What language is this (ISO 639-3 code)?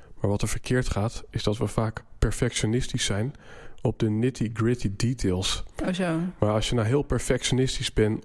nld